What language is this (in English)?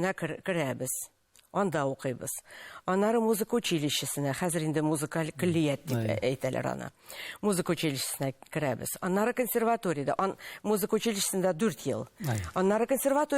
Tatar